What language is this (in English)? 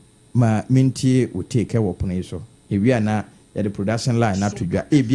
Akan